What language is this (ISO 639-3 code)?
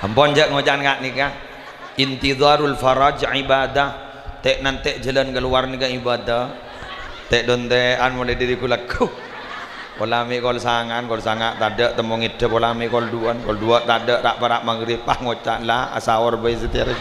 mad